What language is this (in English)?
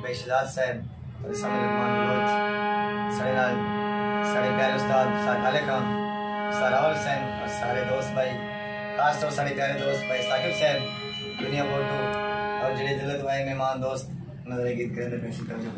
Saraiki